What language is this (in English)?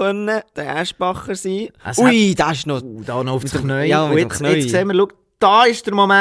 Swiss German